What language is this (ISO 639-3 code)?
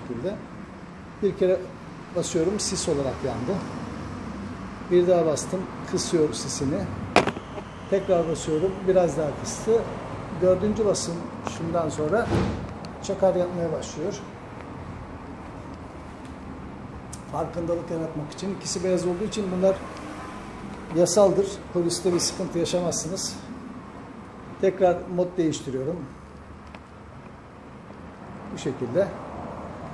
tur